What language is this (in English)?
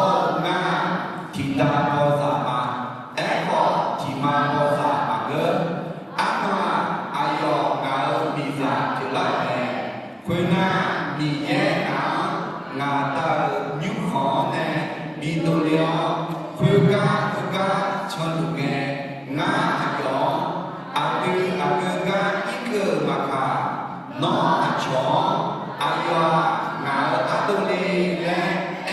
Akha